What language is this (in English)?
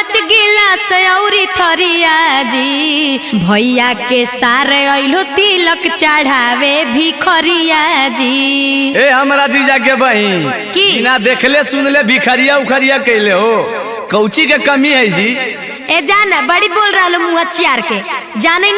Magahi